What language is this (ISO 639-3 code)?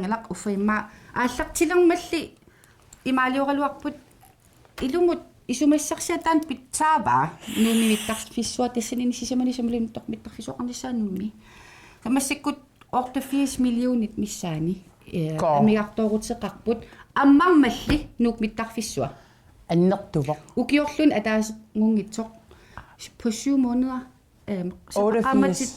kal